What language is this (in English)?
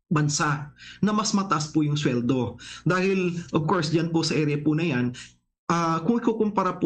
Hiligaynon